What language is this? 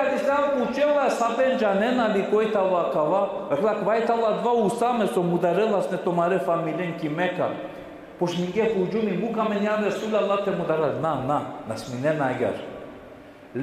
Balkan Romani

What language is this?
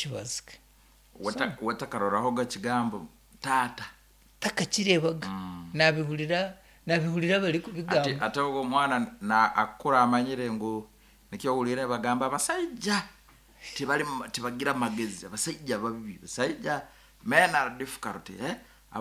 Nyankole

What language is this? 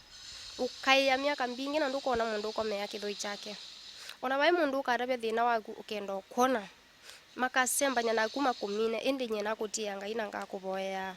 Kamba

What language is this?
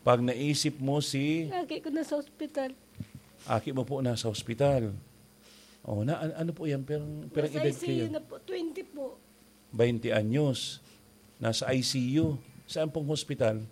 Bikol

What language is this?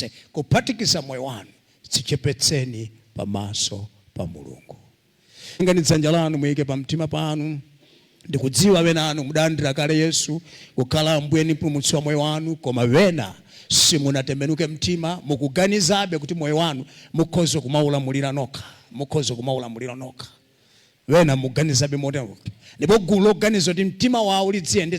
Nyanja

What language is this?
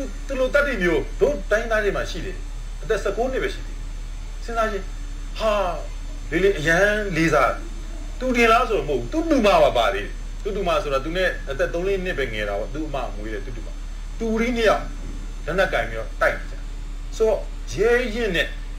Burmese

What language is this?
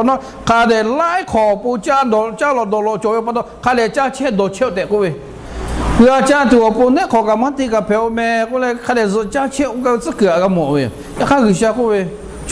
Lahu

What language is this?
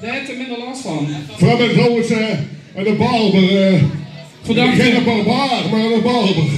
Limburgish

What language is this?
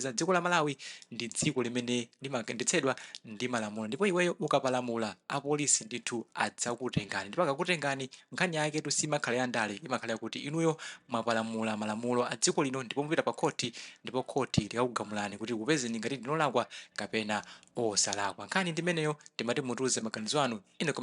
Nyanja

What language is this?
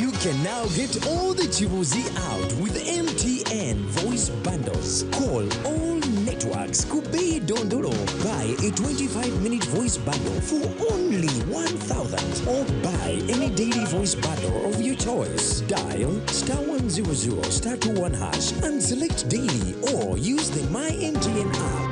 Nyankole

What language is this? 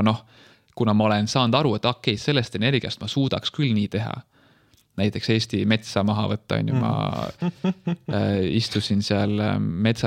Estonian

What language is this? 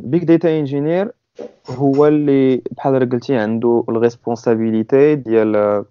Moroccan Arabic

